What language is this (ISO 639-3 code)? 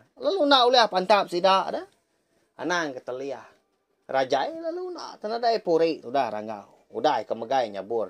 iba